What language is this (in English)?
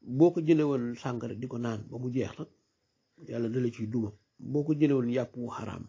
Wolof